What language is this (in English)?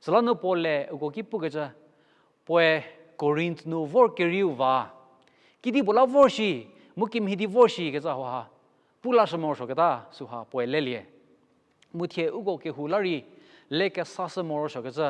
Angami Naga